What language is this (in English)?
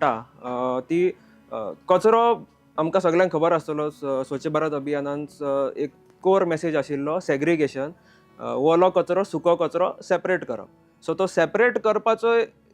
Konkani